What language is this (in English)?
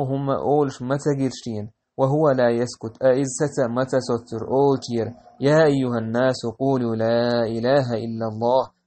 Chechen